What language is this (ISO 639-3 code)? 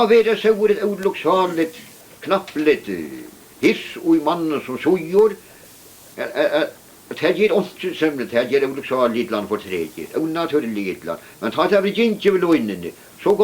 fao